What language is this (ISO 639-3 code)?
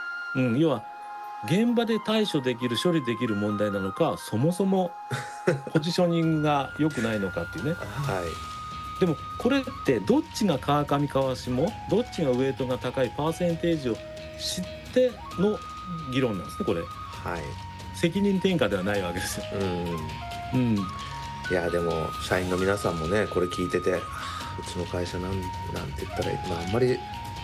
jpn